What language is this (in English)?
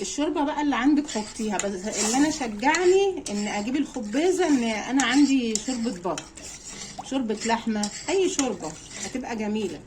Egyptian Arabic